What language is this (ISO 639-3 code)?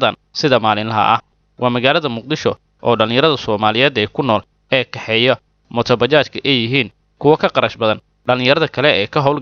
som